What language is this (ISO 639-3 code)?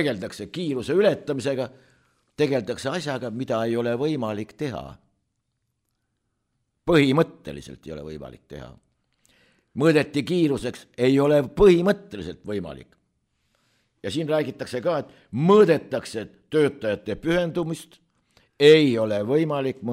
est